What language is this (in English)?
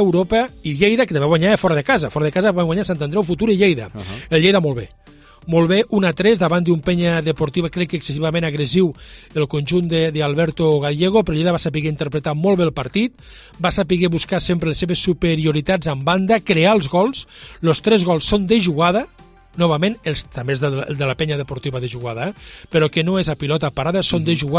Catalan